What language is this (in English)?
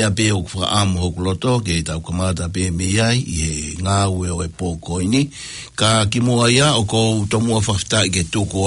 Tongan